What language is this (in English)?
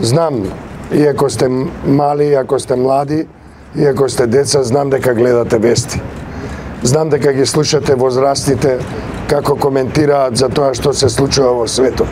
Macedonian